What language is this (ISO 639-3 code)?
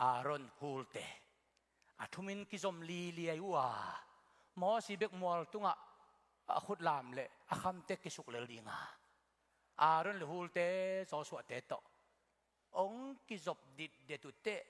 ctd